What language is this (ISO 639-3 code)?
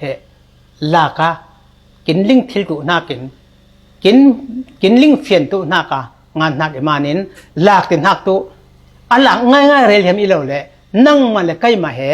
cfm